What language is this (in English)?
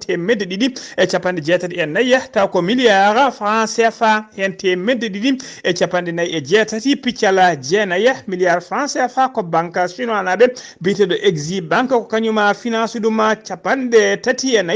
Fula